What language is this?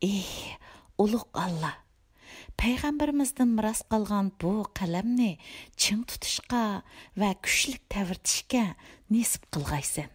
Uyghur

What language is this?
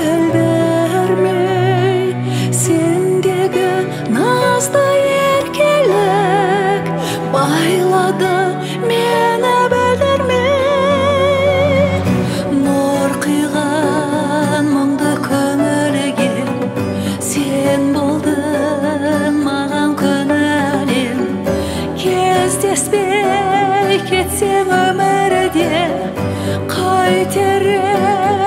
Kazakh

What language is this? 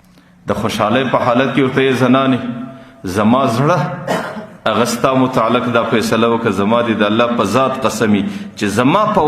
Pashto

